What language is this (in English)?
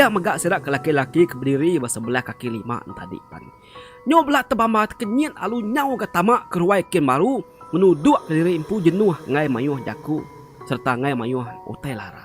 Iban